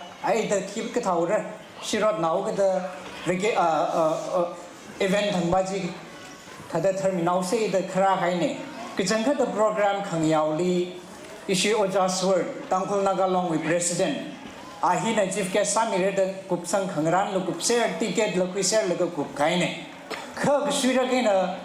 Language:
Tangkhul Naga (India)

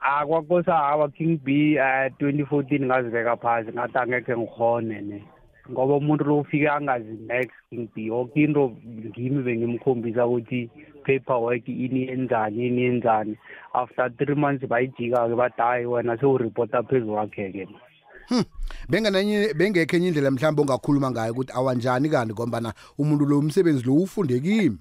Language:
South Ndebele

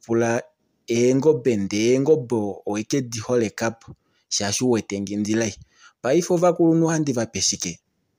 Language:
Kuanyama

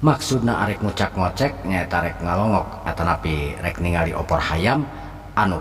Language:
Sundanese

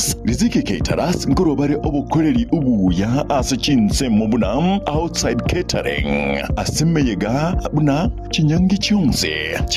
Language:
Gusii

